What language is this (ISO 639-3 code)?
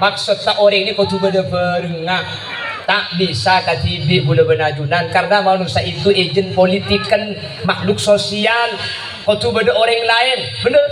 mad